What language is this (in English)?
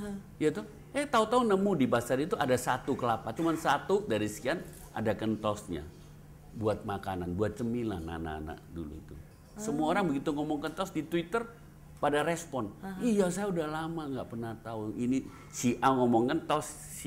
Indonesian